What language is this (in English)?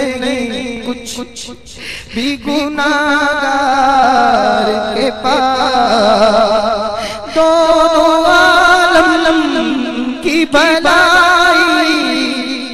Urdu